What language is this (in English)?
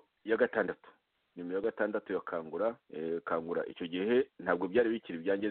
Kinyarwanda